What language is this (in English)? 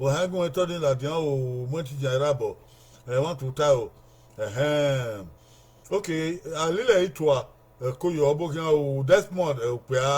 Bini